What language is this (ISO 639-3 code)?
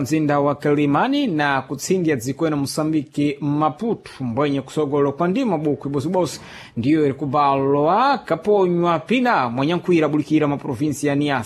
seh